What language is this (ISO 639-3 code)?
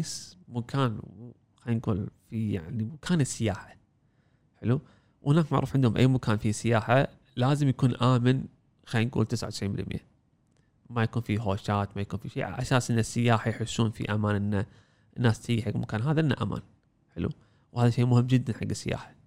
afb